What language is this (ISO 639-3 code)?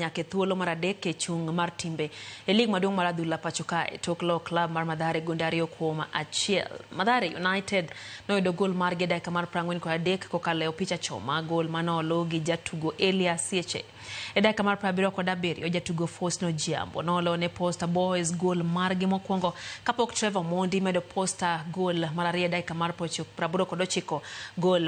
luo